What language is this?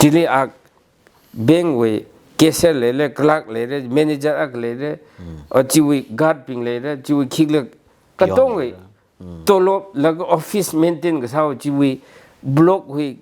Tangkhul Naga (India)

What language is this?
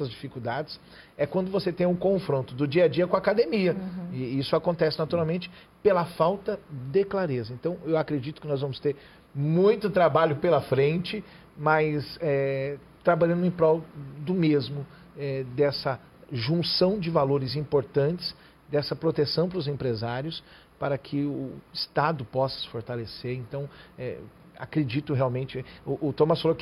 Portuguese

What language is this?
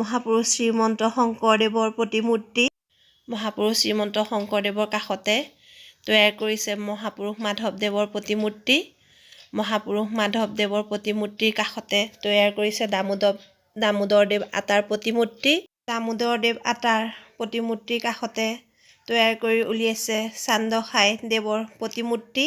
Assamese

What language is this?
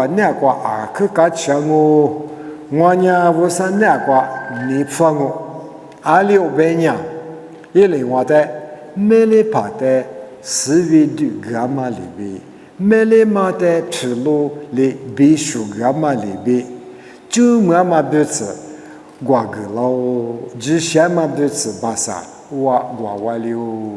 Lisu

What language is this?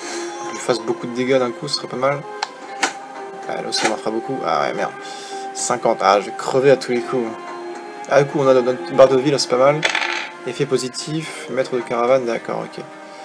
French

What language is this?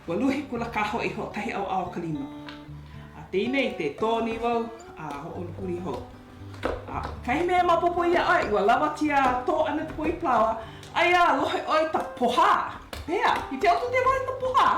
Hawaiian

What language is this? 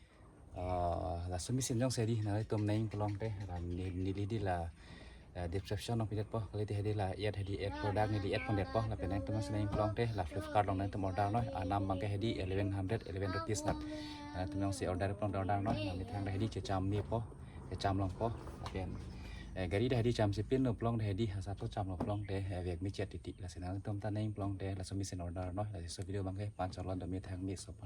Karbi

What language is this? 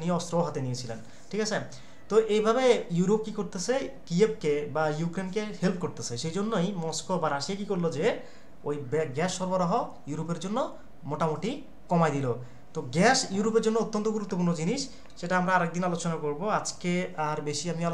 Bangla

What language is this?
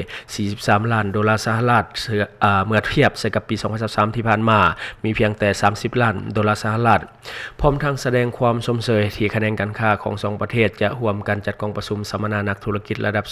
Lao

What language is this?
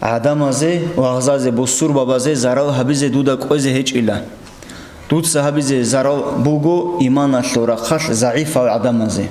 Avaric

